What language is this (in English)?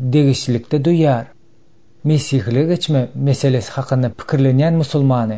Turkmen